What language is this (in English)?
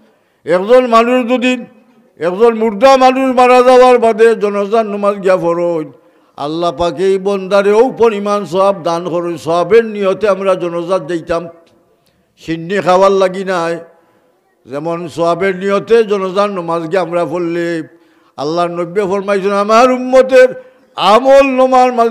Sylheti